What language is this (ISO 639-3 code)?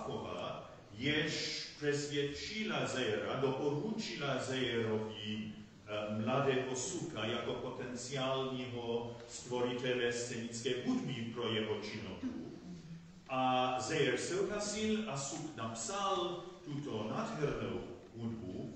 ces